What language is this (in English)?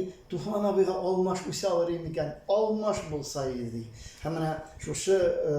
Tatar